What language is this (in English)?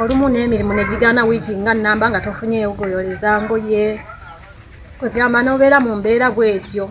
Ganda